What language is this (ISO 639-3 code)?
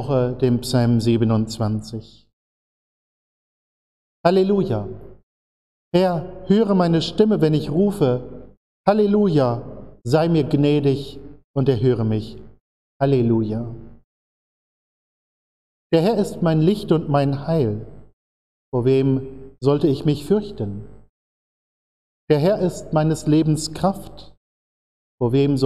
deu